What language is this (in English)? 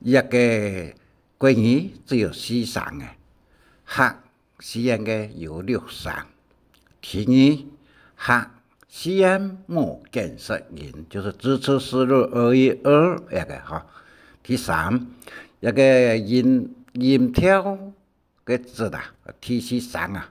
Hakka Chinese